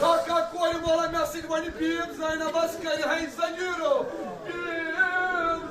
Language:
Kashmiri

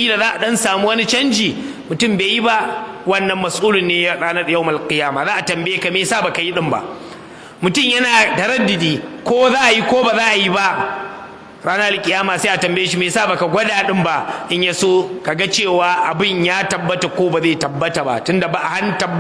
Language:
Hausa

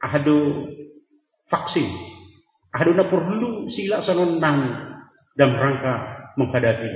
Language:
Batak Simalungun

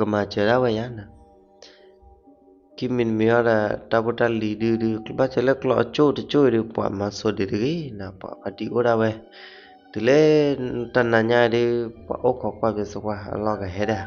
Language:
S'gaw Karen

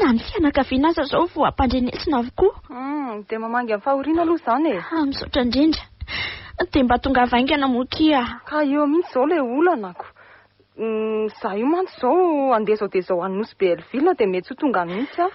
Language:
Malagasy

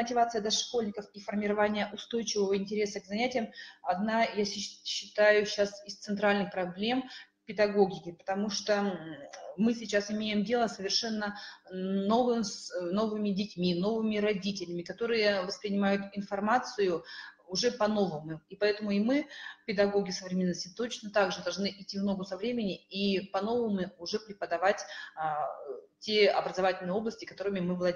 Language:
Russian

